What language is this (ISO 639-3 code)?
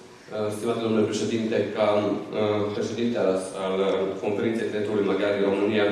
ron